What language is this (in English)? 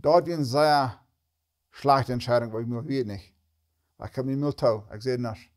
Plautdietsch